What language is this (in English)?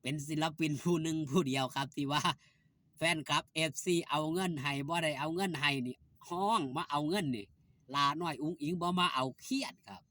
Northeastern Thai